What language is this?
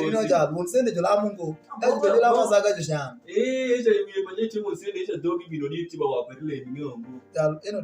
Alur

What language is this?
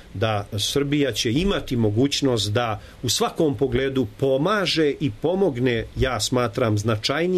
Serbian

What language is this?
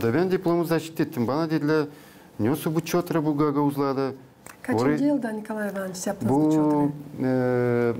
Gagauz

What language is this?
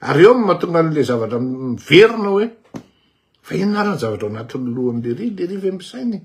Malagasy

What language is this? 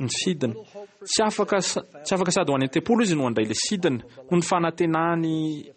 Malagasy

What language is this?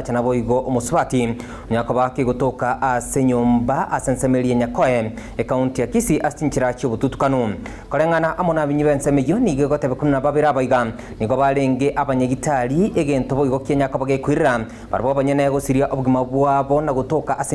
Gusii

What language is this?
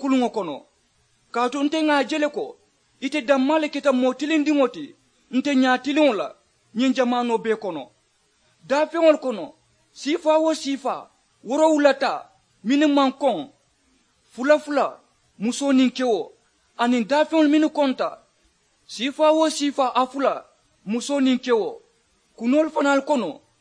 Mandingo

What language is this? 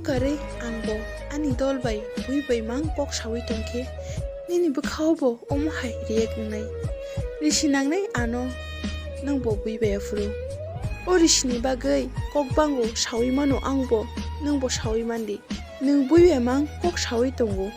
Kok Borok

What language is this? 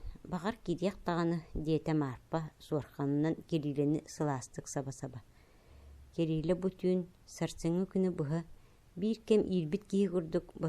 Yakut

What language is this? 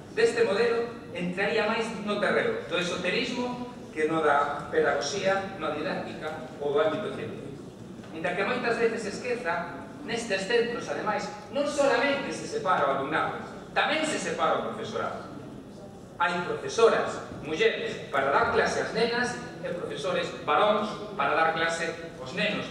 Galician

